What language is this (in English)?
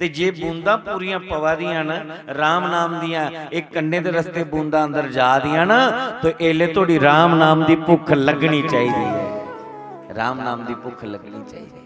Dogri